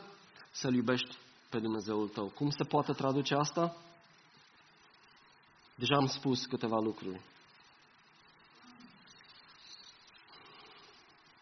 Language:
Romanian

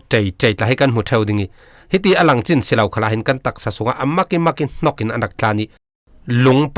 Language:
Falam Chin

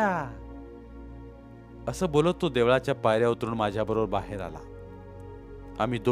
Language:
Marathi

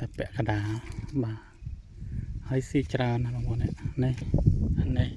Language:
Khmer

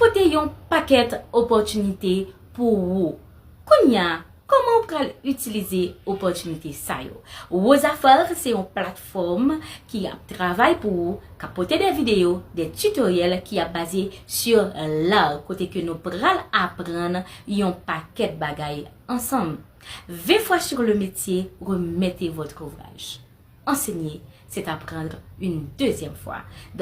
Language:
Haitian Creole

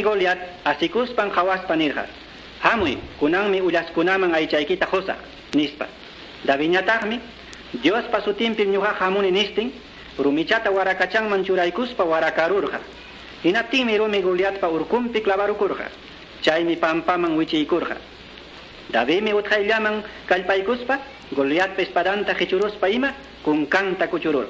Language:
Ayacucho Quechua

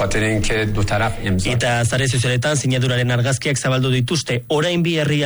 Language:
Basque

